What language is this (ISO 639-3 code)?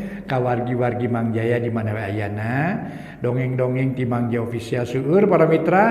sun